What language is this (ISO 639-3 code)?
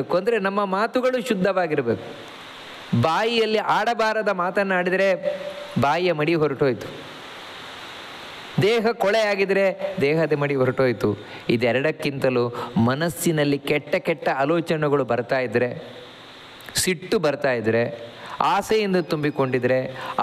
kan